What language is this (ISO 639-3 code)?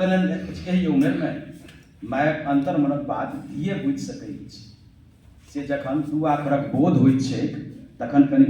mai